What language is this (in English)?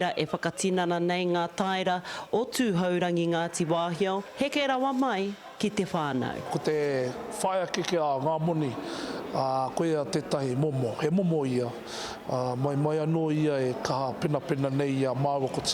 Māori